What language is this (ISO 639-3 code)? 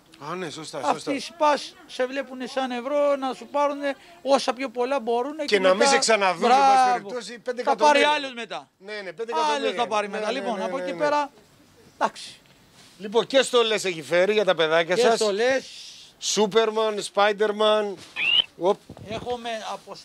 ell